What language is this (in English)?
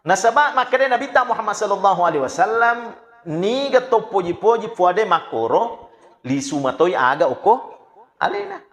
Buginese